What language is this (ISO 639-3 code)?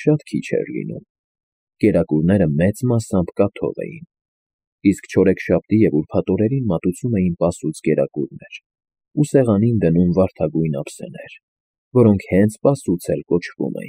hye